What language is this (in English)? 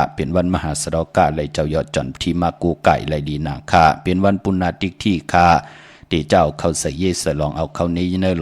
Shan